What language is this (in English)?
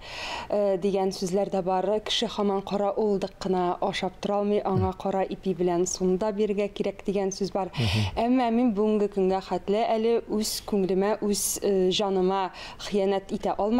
Tatar